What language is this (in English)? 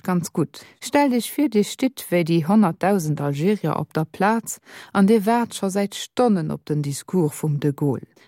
Luxembourgish